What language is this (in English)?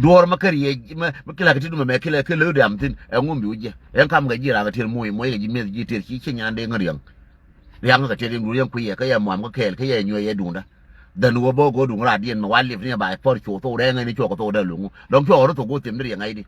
Nuer